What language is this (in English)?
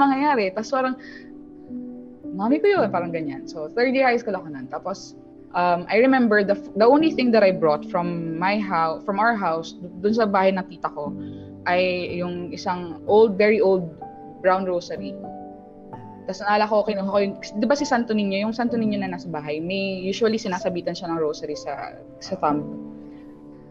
Filipino